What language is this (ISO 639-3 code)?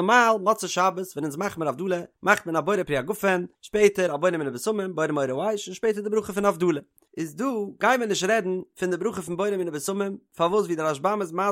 yid